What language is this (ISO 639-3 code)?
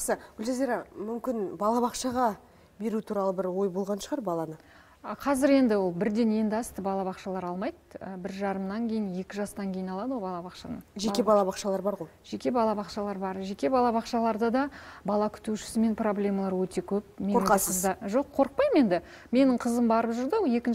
kaz